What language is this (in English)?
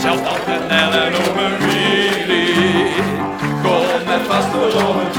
Limburgish